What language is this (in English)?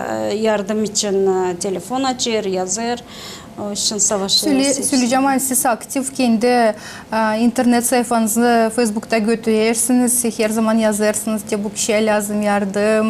Gagauz